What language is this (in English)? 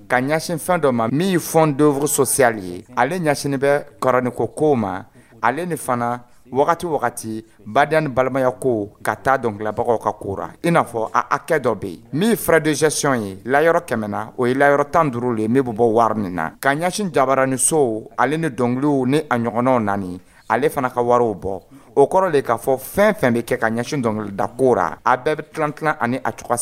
Dyula